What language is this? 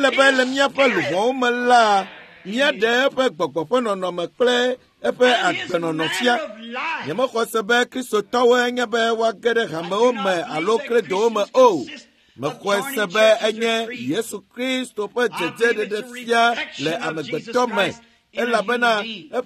Ewe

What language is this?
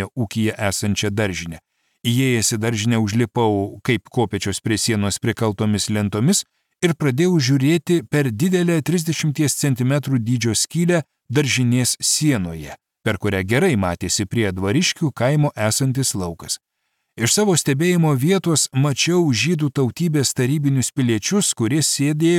Lithuanian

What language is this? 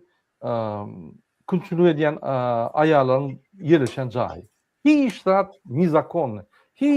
Turkmen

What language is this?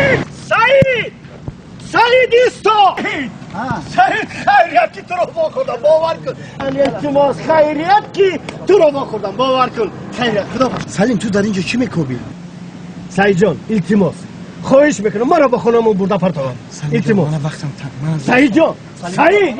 Tajik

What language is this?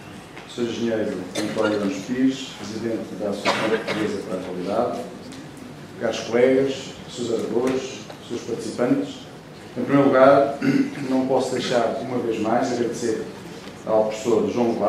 Portuguese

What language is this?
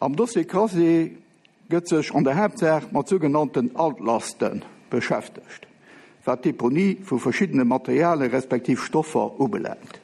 Luxembourgish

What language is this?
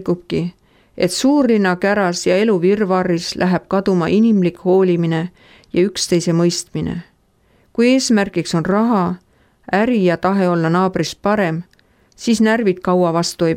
Estonian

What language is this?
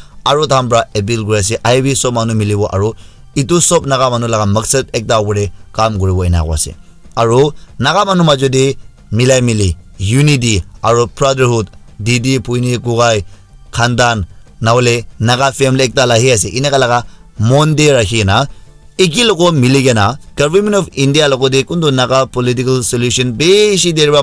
Naga Pidgin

